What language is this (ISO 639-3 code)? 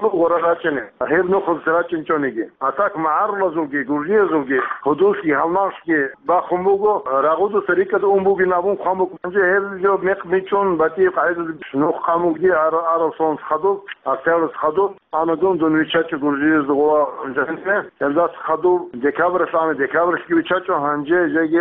ava